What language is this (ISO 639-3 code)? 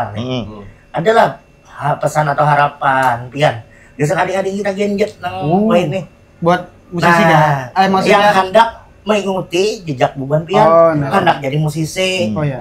bjn